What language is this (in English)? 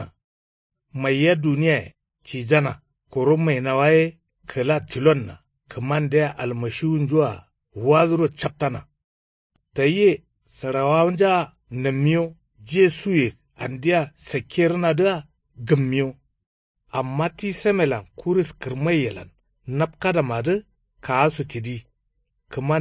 Kanuri